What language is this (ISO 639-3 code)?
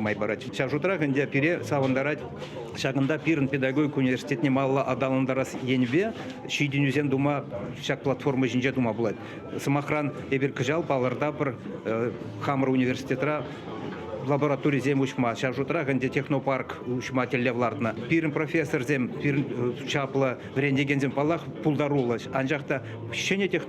chv